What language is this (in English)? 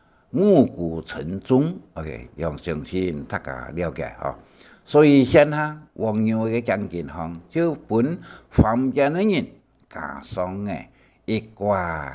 Hakka Chinese